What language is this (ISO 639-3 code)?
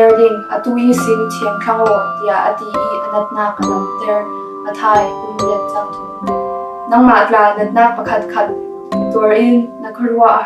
cfm